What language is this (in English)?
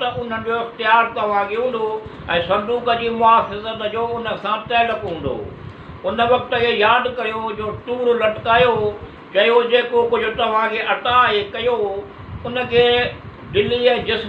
Sindhi